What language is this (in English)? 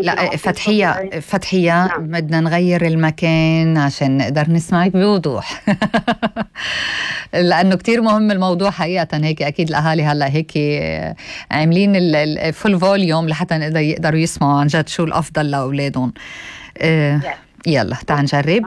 North Levantine Arabic